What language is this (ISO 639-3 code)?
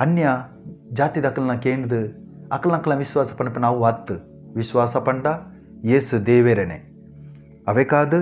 tcy